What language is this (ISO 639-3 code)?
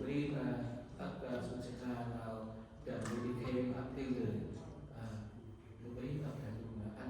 cmo